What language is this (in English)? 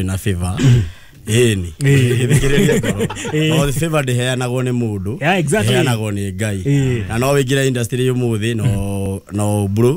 Kikuyu